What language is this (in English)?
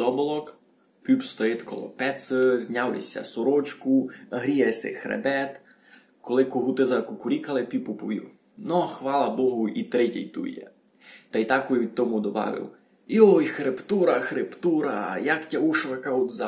Rusyn